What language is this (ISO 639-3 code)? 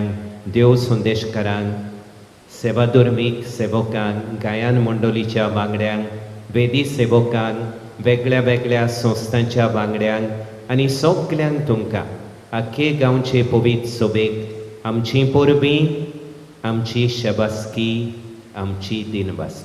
kok